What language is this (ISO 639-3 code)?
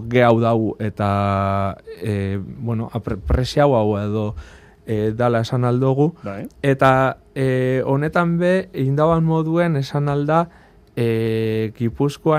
eus